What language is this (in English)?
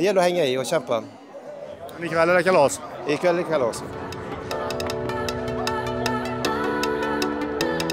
Swedish